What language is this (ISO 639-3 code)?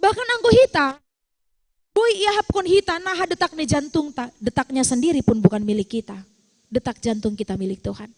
bts